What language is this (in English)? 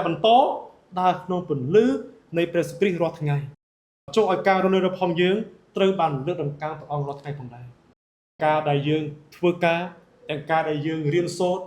Khmer